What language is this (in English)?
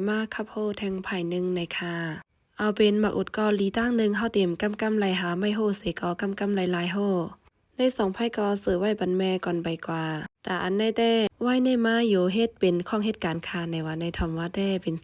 Shan